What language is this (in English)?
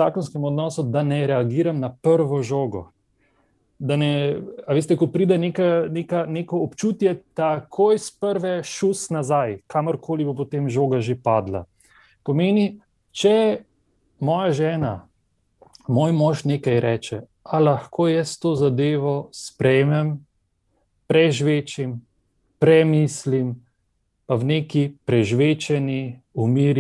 Slovenian